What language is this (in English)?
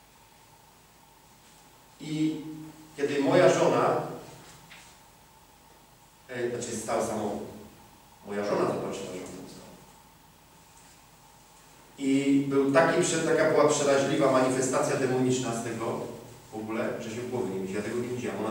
Polish